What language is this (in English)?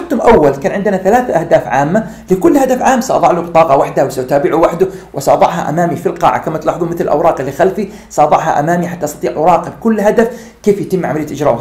Arabic